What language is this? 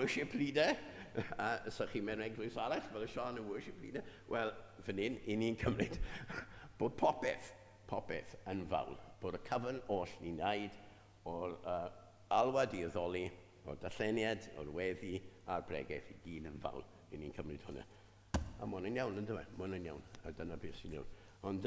Welsh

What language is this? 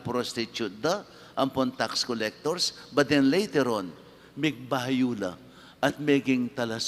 Pampanga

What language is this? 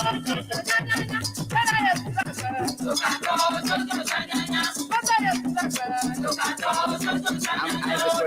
Ewe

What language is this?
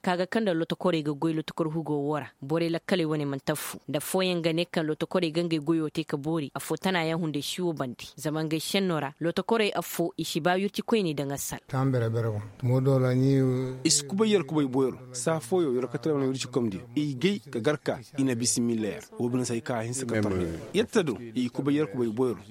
Koyraboro Senni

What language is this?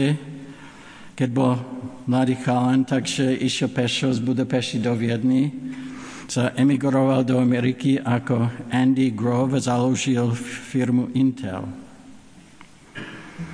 Slovak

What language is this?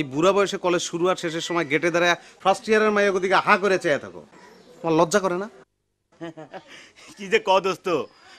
Bangla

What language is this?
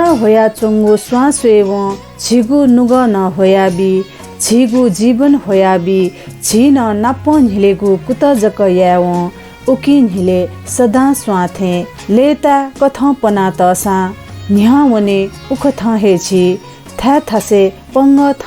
Newari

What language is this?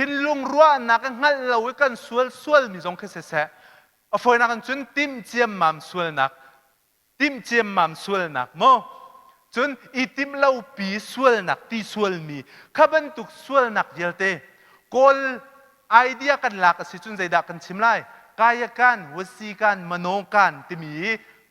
Hakha Chin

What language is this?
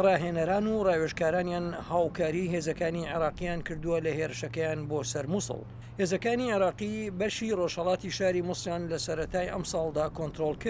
Central Kurdish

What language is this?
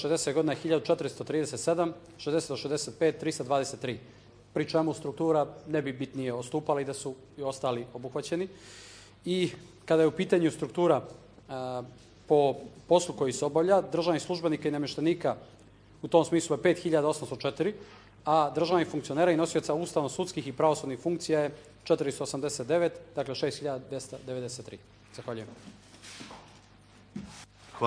Serbian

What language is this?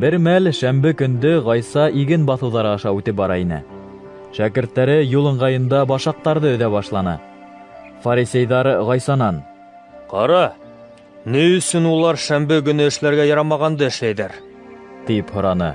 Bashkir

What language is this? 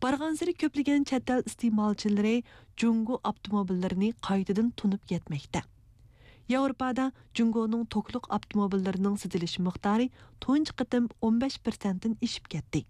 Uyghur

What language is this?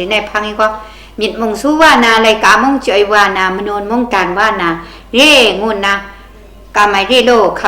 Kachin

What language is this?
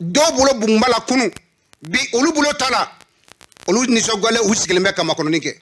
Bambara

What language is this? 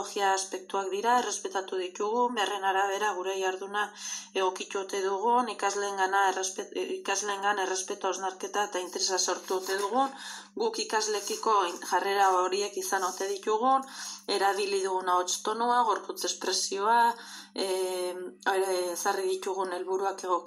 Basque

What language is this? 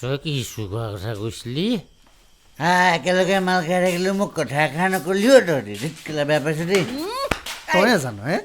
Assamese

